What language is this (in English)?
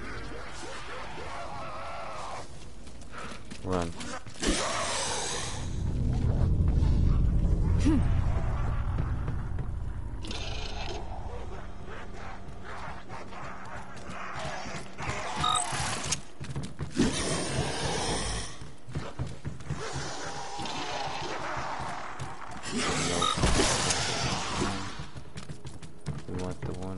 English